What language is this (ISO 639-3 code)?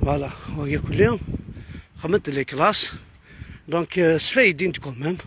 kab